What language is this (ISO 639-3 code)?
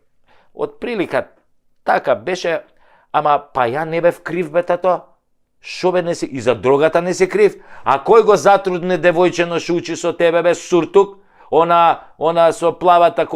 mkd